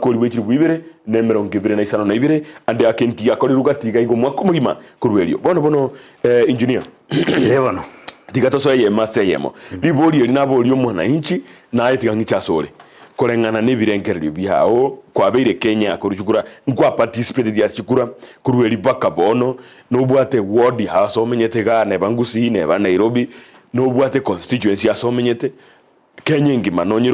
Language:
Gusii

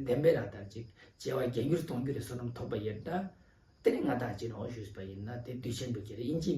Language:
Ladakhi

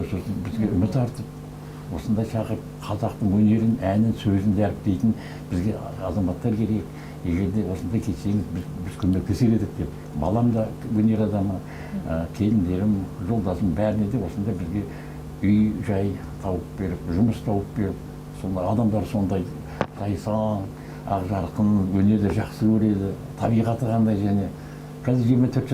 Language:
Kazakh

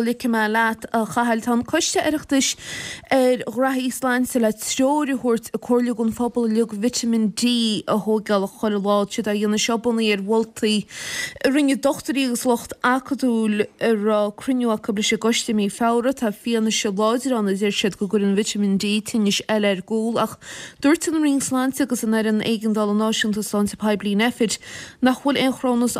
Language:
Irish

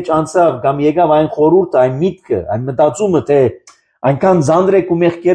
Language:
Armenian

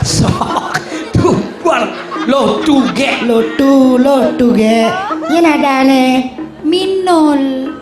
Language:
Balinese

